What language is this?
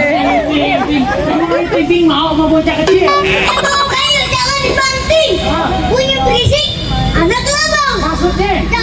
Betawi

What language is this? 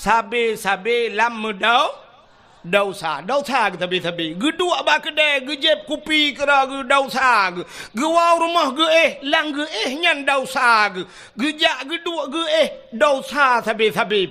Achinese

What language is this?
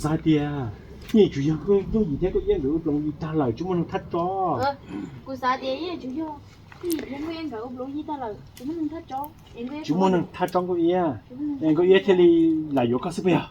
Hmong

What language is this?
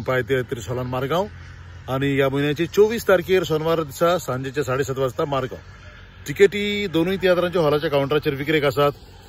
Konkani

